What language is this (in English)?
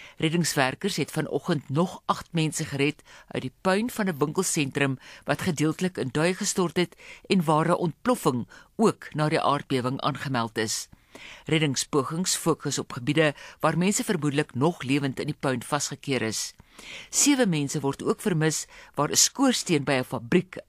Afrikaans